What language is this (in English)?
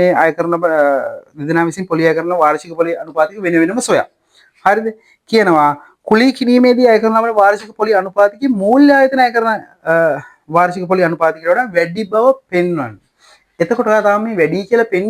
Sinhala